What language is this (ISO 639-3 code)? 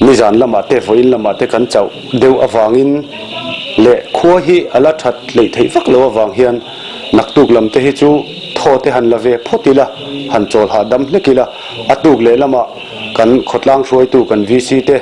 lus